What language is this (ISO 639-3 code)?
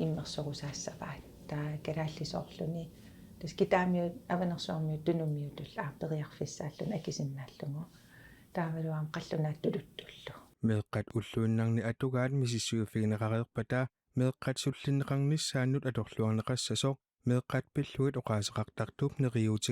kal